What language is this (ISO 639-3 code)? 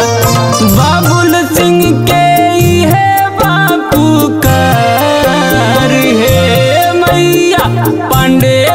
bho